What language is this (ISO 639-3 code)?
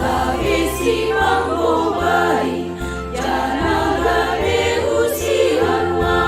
bts